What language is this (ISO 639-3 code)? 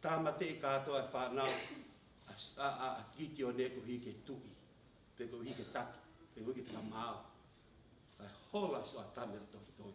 ton